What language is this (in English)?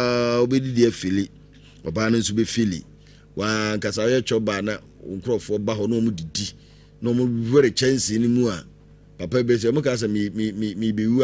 Akan